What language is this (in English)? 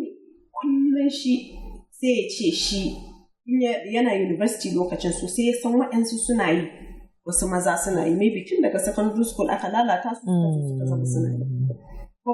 Hausa